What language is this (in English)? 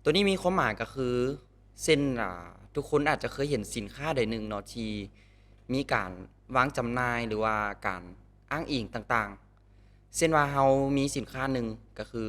Lao